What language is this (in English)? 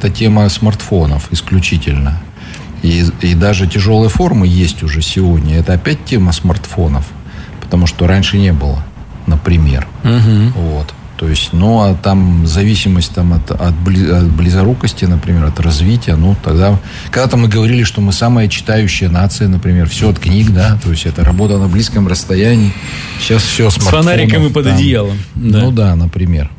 Russian